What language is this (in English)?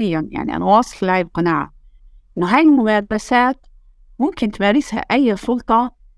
North Levantine Arabic